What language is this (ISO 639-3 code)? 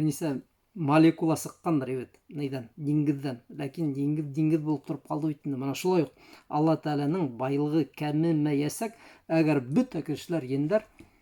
bak